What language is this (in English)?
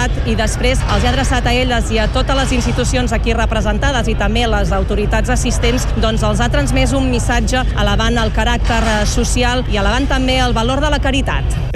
Catalan